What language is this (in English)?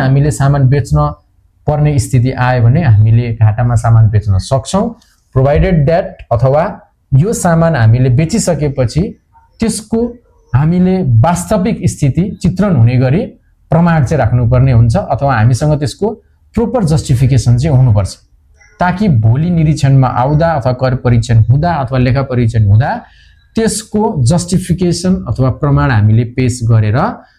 Nepali